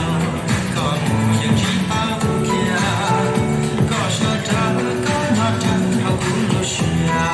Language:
Hmong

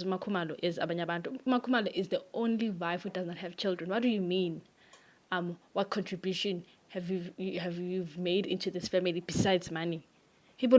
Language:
Zulu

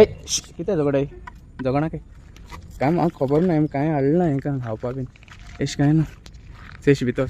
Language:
Konkani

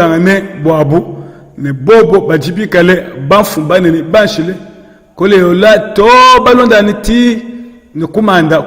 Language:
Luba-Lulua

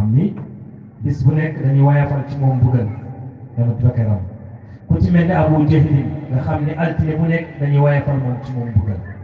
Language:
Wolof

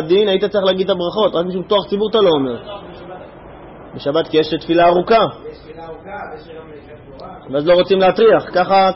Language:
Hebrew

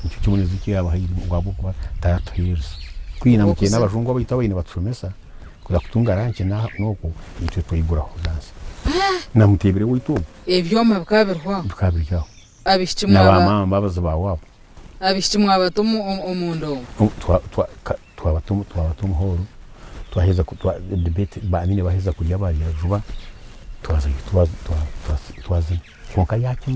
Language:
Nyankole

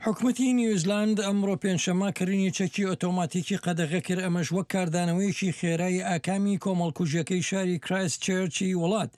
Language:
Kurdish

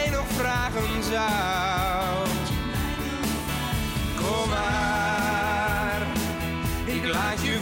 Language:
Dutch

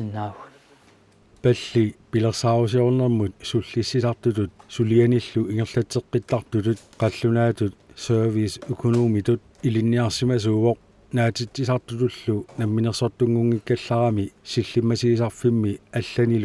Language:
Kalaallisut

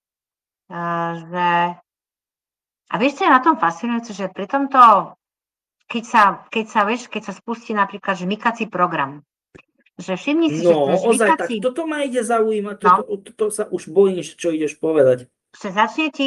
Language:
Slovak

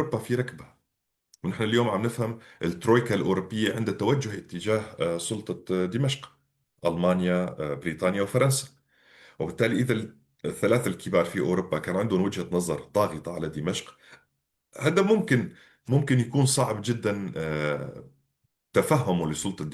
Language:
North Levantine Arabic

